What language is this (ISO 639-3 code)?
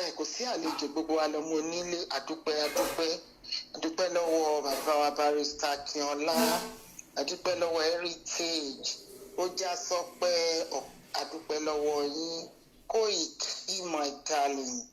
yor